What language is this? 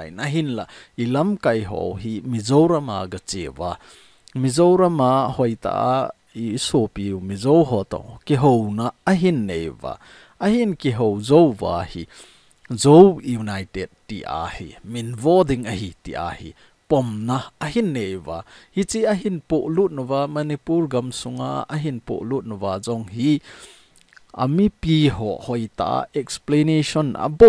Thado Chin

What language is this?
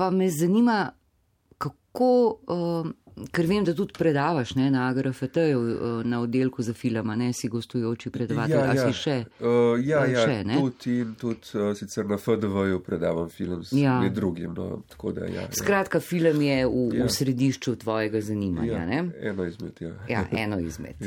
Slovenian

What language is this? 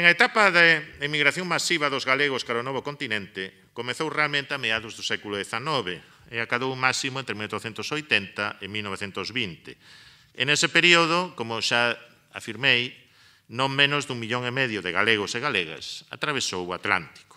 Galician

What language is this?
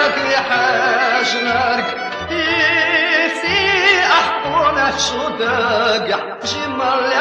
Chechen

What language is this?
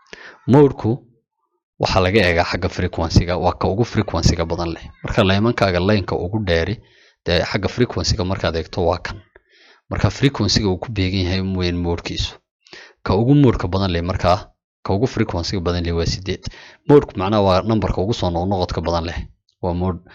Somali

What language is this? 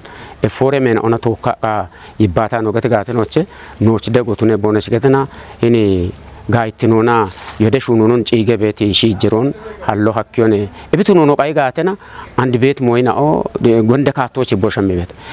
Kafa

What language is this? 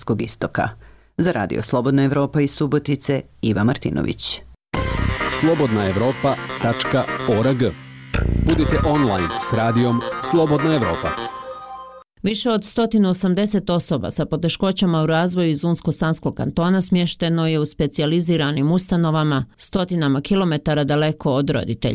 Bosnian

